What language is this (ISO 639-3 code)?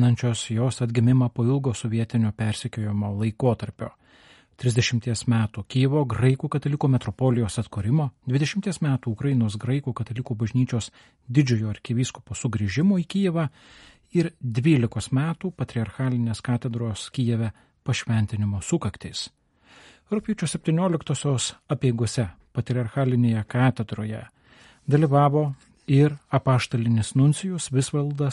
lit